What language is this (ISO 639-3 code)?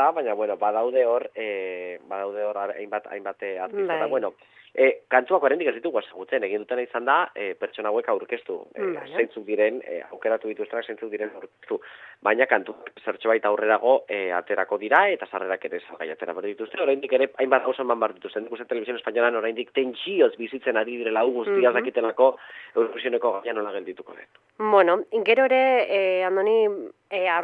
eus